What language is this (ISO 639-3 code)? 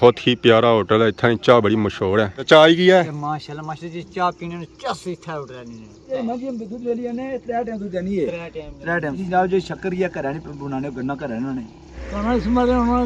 phr